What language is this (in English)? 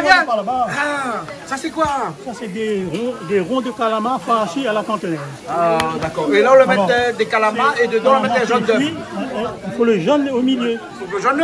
Réunion Creole French